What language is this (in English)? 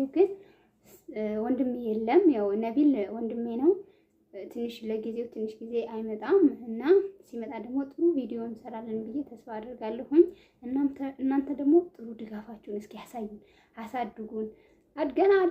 Amharic